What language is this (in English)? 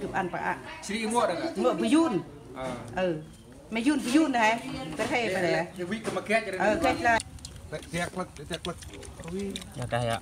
Central Mnong